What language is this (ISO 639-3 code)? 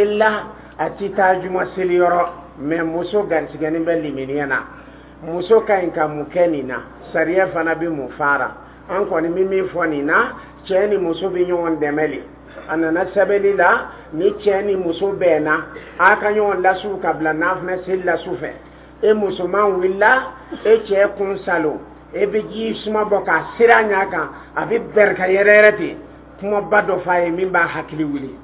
dyu